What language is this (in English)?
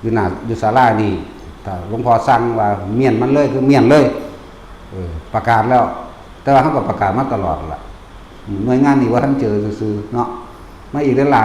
Northeastern Thai